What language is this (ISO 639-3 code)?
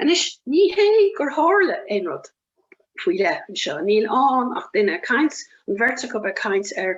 gle